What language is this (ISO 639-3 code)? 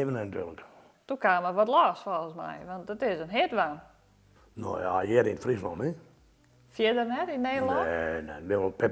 fry